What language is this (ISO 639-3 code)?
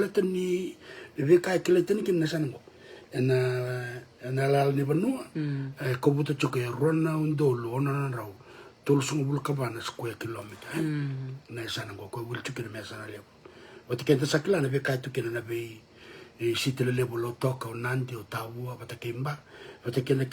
fij